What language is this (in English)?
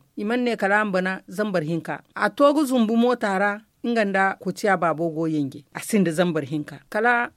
Zarma